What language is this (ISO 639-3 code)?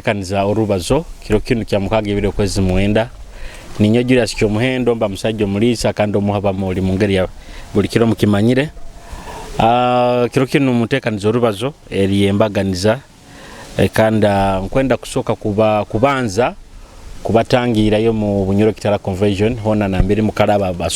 nyo